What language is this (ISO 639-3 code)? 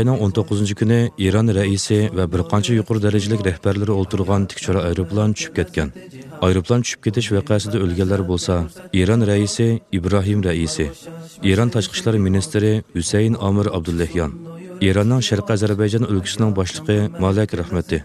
uig